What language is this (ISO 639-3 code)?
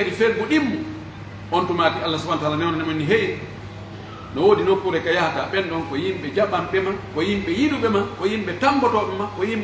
fuf